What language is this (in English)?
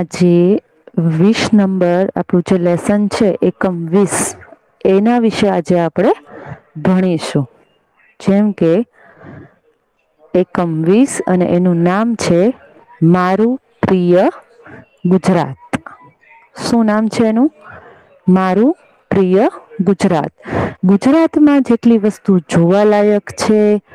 Gujarati